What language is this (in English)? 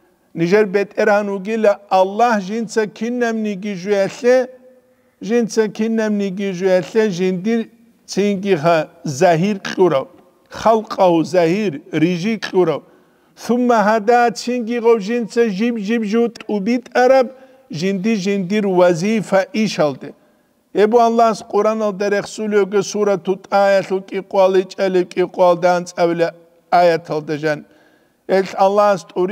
Avaric